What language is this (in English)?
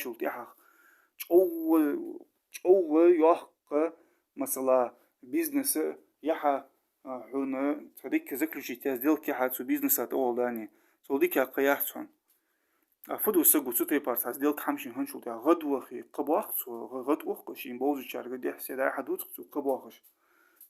Ingush